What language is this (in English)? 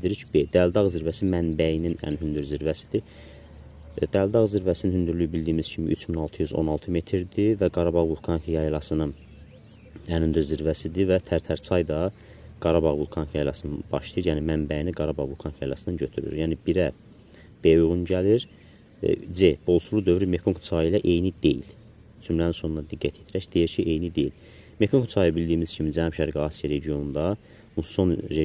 Azerbaijani